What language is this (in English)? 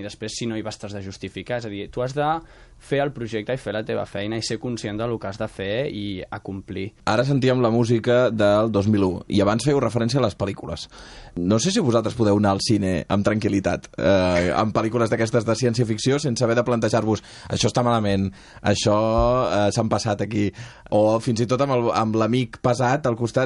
Catalan